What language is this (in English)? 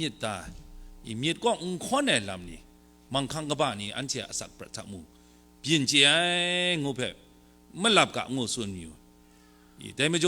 Kachin